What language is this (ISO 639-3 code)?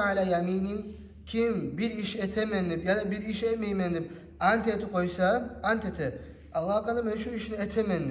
kum